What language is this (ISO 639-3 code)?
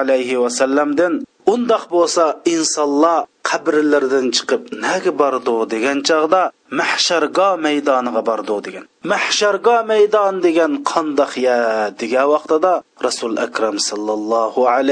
uig